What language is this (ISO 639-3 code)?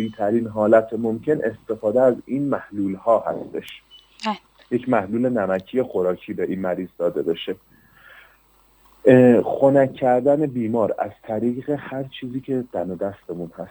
fas